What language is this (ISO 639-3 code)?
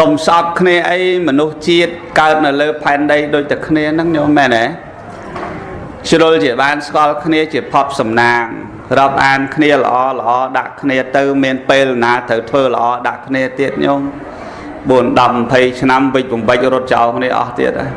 khm